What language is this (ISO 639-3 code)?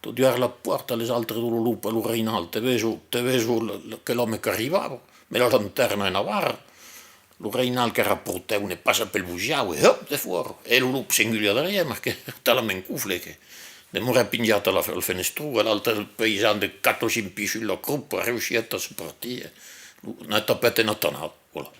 oci